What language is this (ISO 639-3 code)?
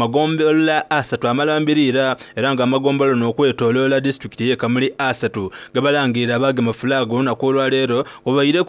xog